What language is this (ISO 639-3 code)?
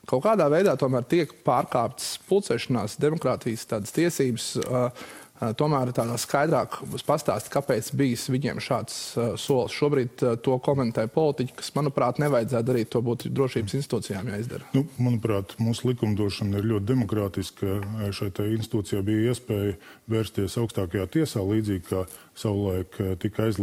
lav